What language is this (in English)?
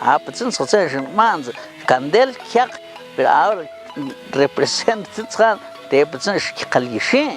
Mam